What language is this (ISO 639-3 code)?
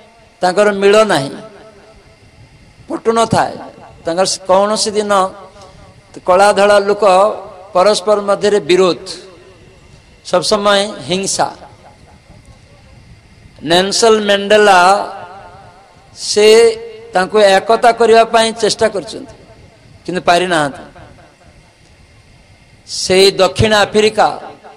ori